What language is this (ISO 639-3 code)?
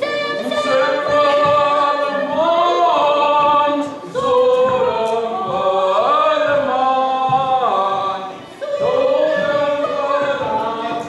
chv